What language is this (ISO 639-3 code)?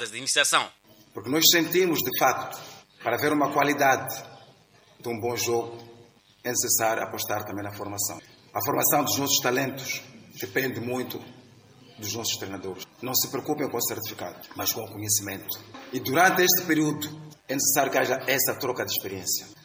por